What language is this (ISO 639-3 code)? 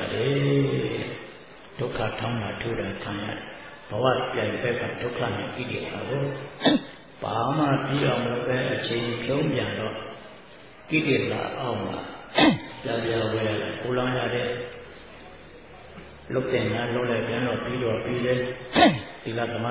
mya